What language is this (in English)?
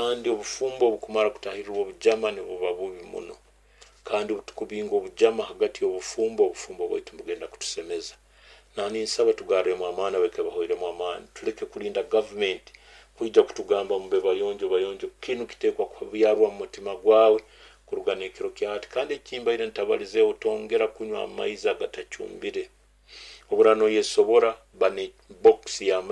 Nyoro